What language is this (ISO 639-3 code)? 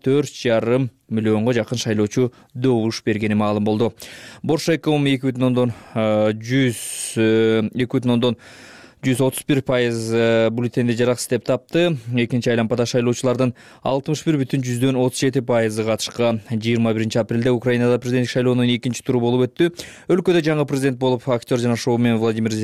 kir